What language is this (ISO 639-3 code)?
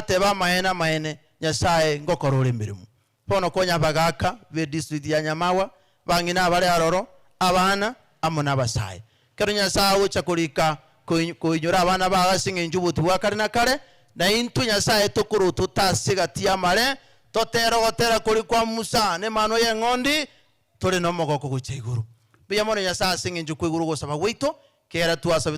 guz